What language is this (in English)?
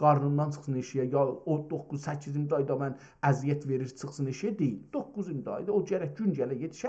South Azerbaijani